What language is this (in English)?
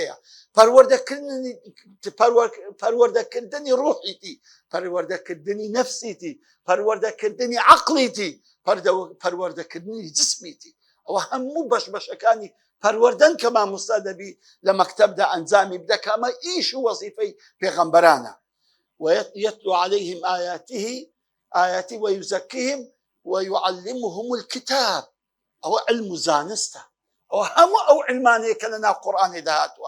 Central Kurdish